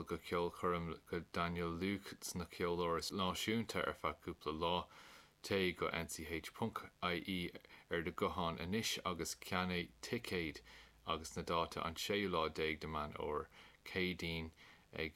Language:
Irish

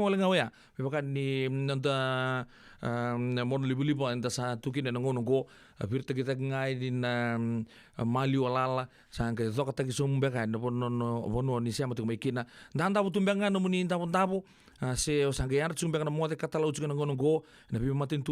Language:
Fijian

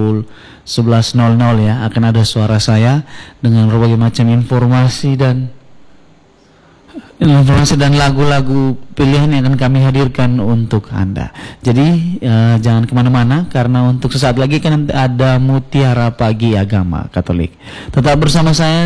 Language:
Indonesian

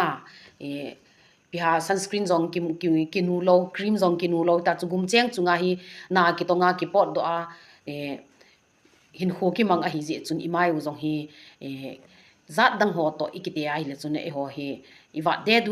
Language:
Thado Chin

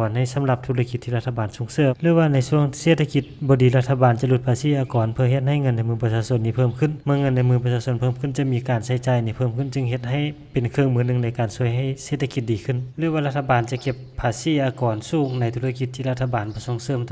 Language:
Lao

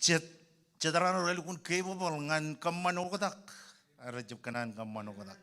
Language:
Marshallese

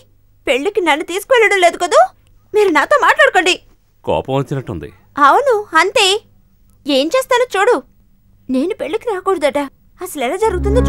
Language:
Telugu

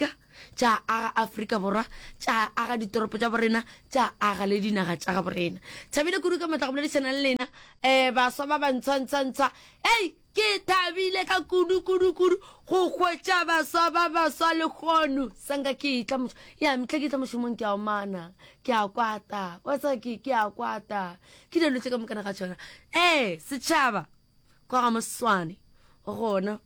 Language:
Northern Sotho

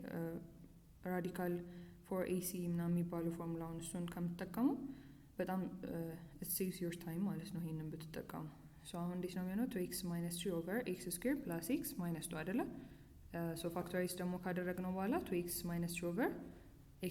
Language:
Amharic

